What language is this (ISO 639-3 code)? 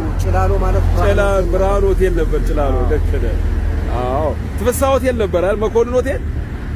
amh